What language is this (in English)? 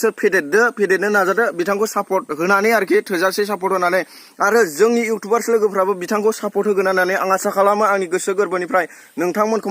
Bodo